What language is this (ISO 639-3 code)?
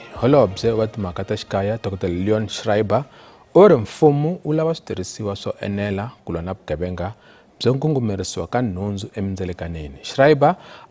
tso